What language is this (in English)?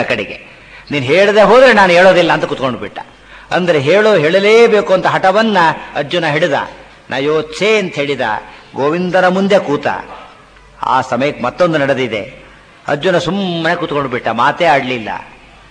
Kannada